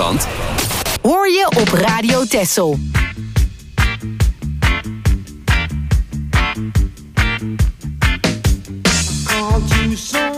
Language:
Dutch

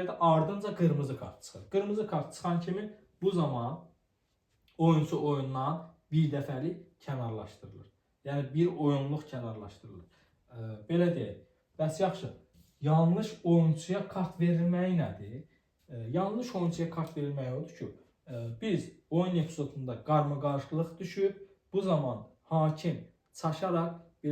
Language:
Azerbaijani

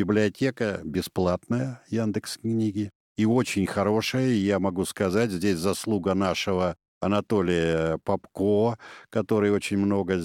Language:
Russian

